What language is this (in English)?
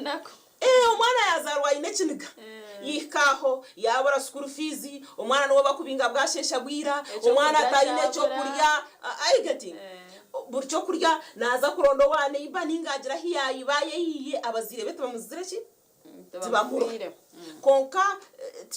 Nyankole